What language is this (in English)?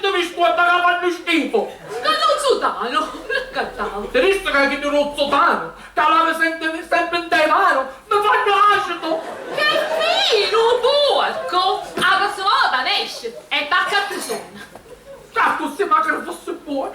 Sicilian